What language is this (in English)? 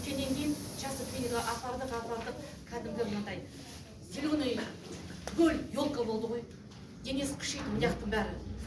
Kazakh